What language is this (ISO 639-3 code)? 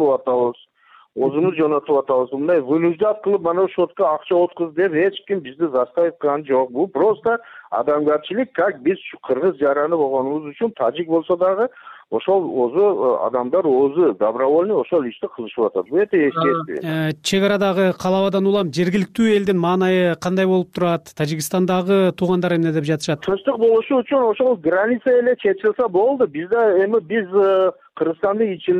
kir